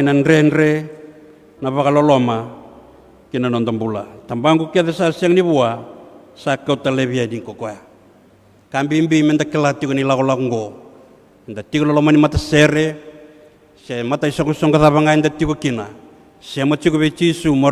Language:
Fijian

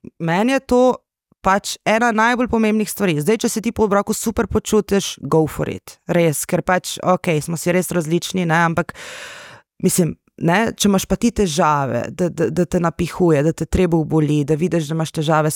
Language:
Slovenian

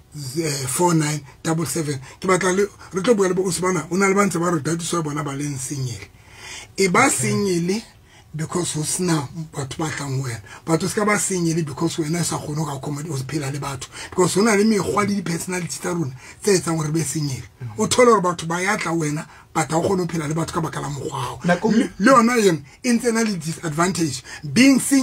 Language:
Southern Sotho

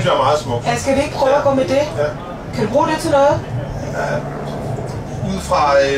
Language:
Danish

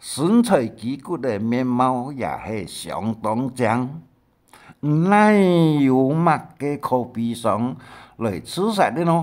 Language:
Hakka Chinese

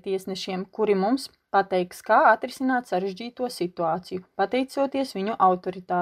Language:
Latvian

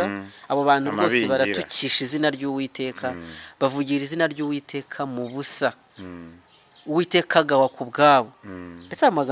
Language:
Rundi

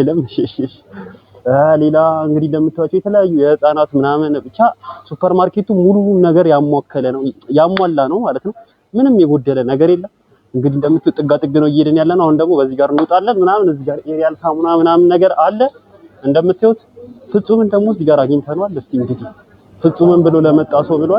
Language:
Amharic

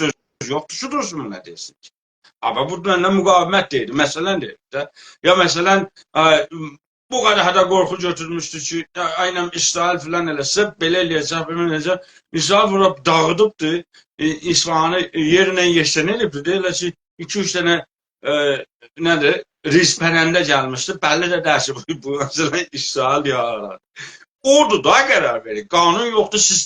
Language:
South Azerbaijani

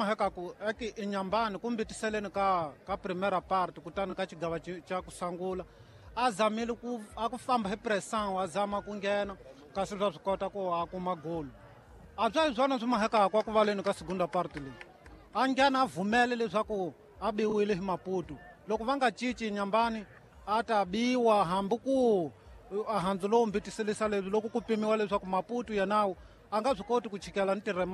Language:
Tsonga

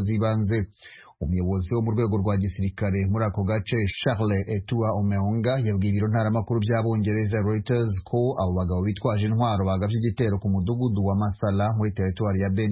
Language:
Kinyarwanda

